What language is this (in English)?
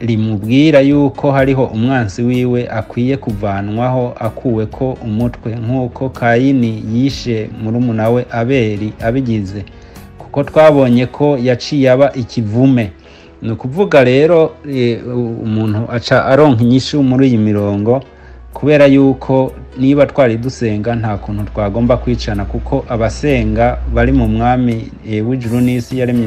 Rundi